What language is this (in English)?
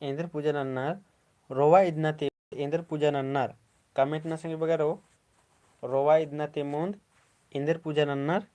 Kurukh